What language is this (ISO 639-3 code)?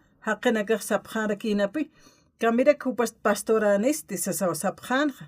aym